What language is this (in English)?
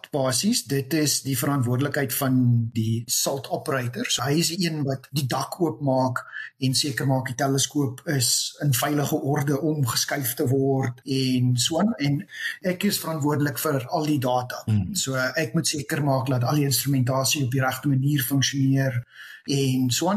Afrikaans